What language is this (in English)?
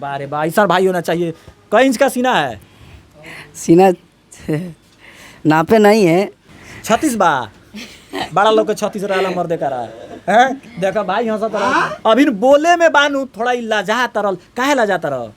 Bhojpuri